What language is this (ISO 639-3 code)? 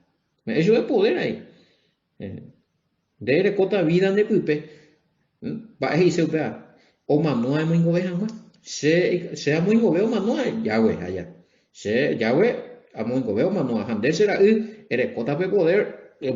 grn